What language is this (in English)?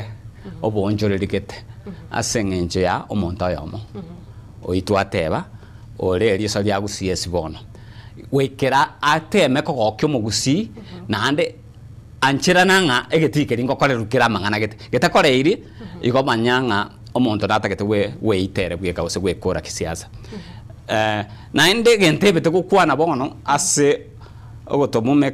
Gusii